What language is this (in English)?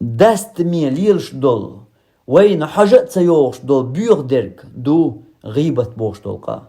Chechen